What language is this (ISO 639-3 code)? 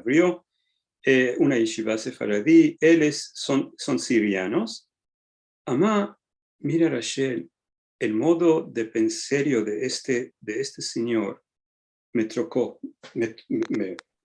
lad